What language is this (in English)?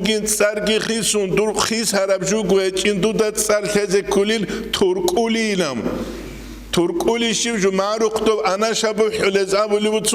Avaric